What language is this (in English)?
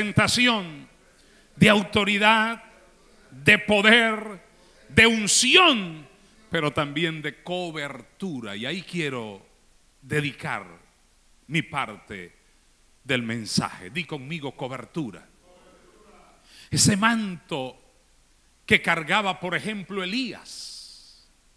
Spanish